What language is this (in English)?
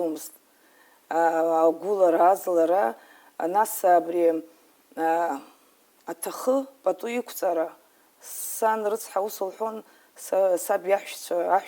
Abkhazian